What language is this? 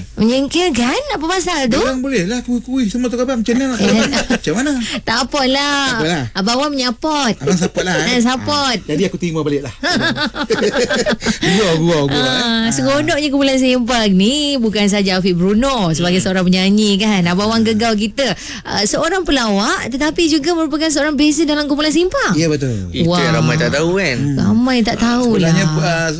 Malay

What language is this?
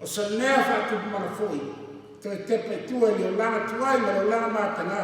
Samoan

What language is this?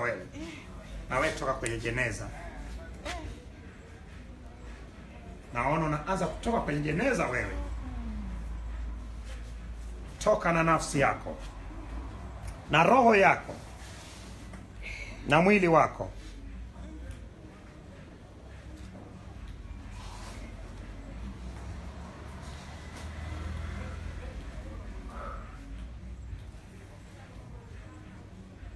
Swahili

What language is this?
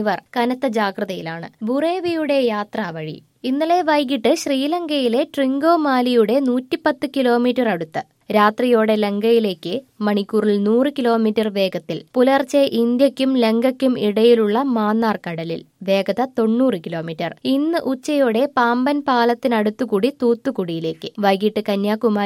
Malayalam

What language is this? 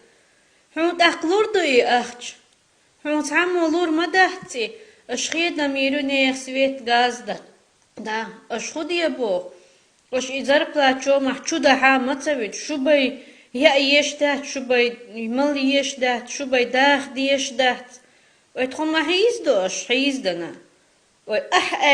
Chechen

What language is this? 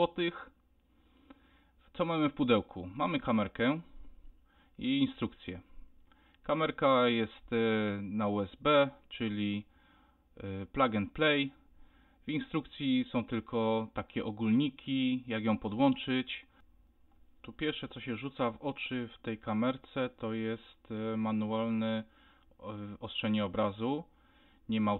Polish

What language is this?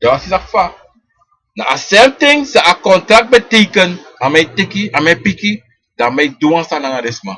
Sranan Tongo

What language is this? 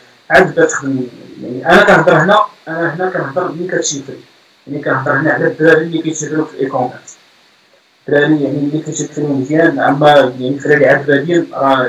Moroccan Arabic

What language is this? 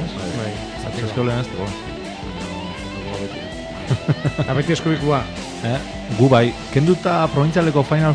Basque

